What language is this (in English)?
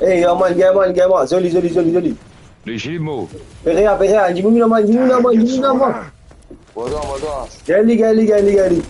Morisyen